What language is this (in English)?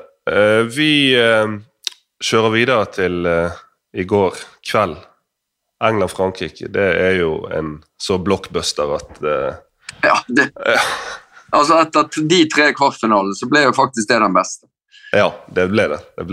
Norwegian